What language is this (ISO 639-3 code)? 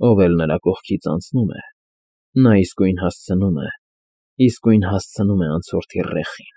hye